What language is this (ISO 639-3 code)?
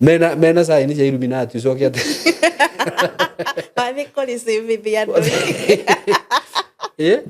kik